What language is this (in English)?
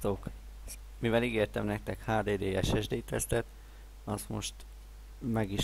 Hungarian